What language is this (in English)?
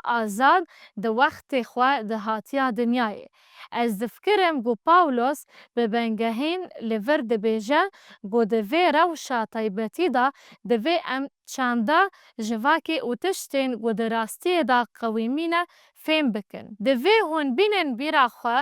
Kurdish